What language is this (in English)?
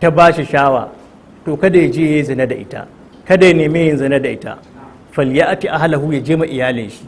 Hausa